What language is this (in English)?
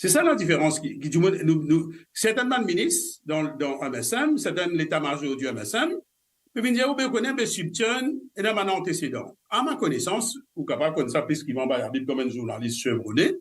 Morisyen